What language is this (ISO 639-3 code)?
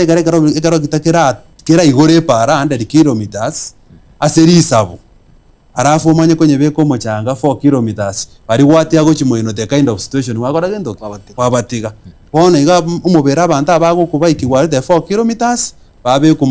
guz